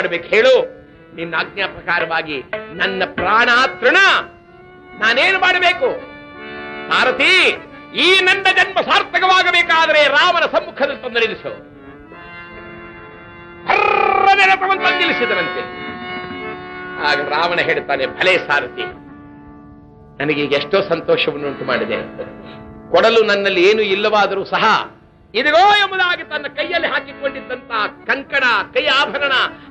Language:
Kannada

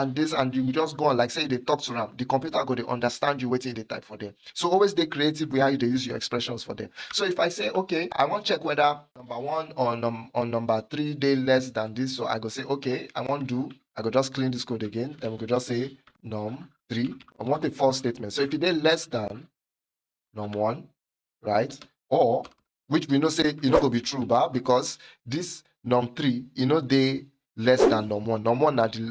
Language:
Nigerian Pidgin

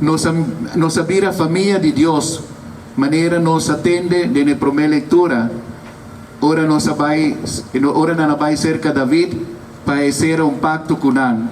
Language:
Papiamento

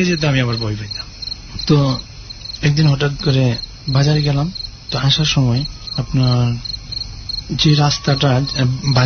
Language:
Bangla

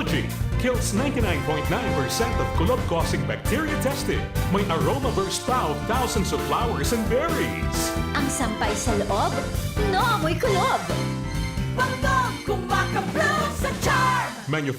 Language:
Bikol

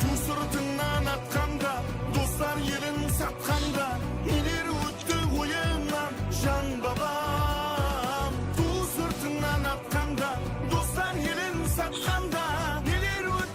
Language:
Kara-Kalpak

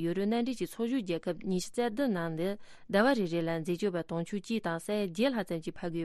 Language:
Tibetan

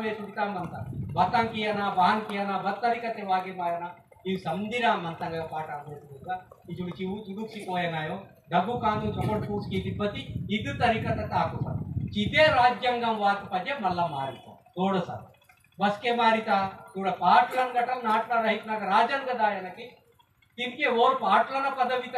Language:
Aheri Gondi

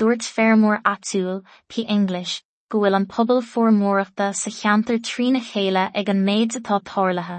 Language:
Irish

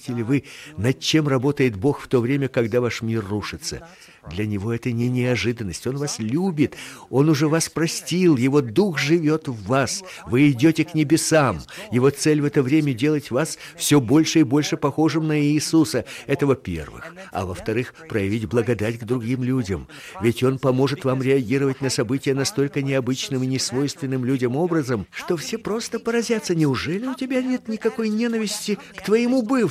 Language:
Russian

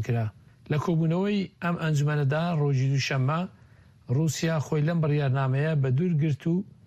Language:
Central Kurdish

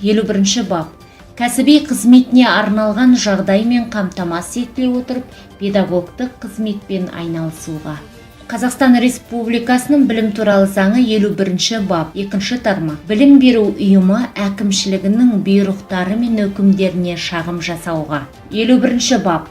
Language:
Kazakh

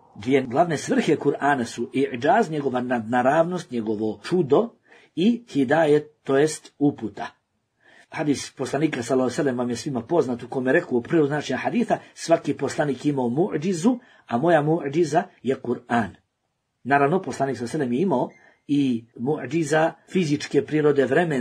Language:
Bosnian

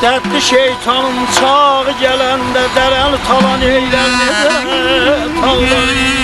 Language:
South Azerbaijani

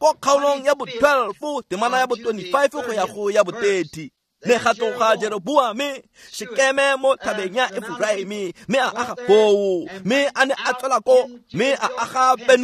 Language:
Tswana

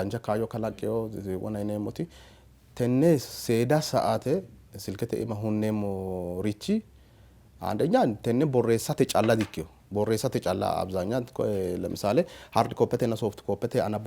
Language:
Sidamo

